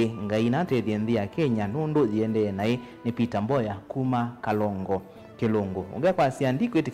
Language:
Kamba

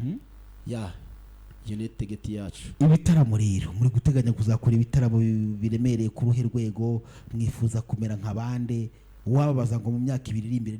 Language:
Kinyarwanda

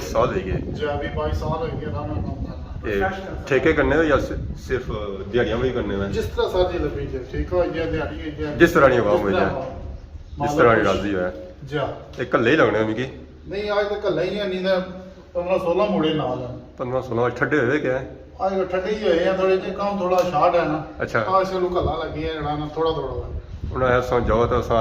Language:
Pahari-Potwari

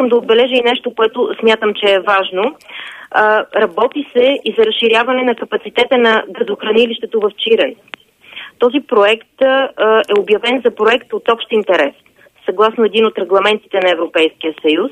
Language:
Bulgarian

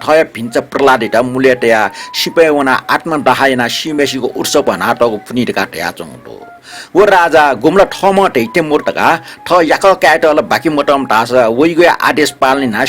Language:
Newari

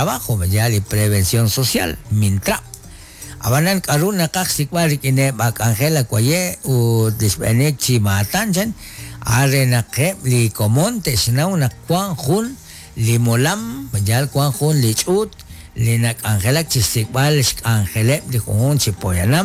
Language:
Kekchí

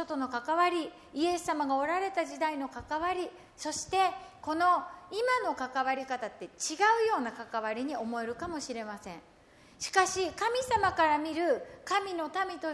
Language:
Japanese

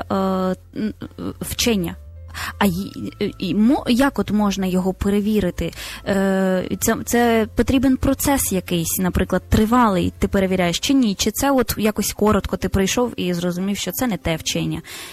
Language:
Ukrainian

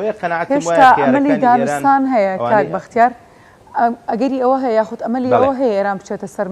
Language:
Central Kurdish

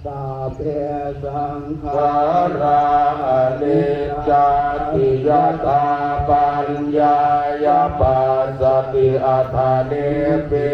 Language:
Pali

